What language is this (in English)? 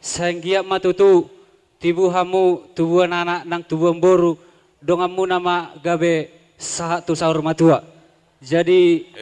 Batak Toba